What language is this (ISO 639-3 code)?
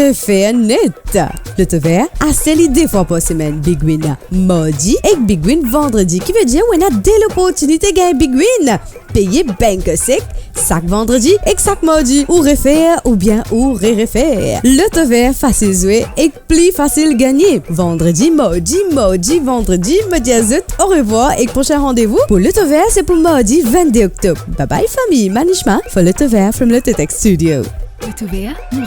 mfe